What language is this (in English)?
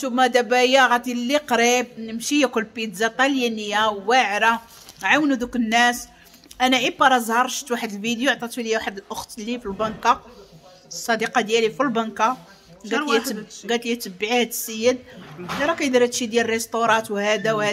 Moroccan Arabic